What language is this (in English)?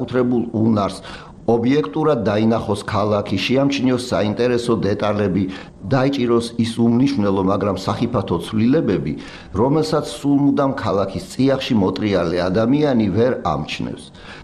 Georgian